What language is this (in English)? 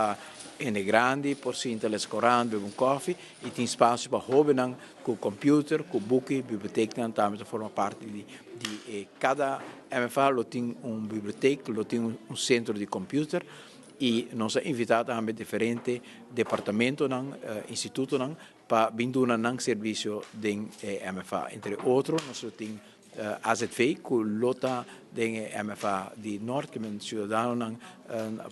Papiamento